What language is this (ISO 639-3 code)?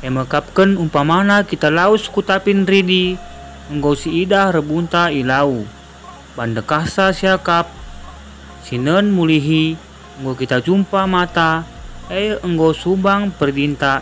btx